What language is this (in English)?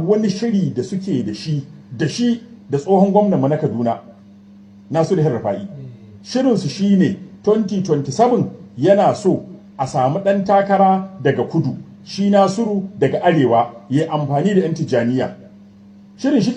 Hausa